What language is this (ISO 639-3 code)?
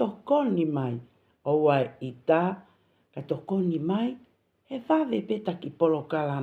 ton